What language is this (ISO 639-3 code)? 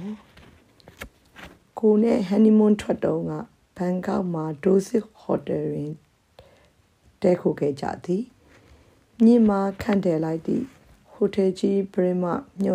mya